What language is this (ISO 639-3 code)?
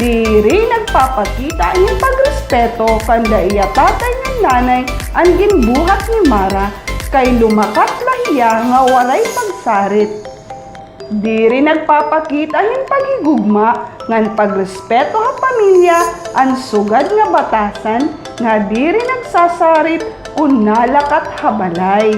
war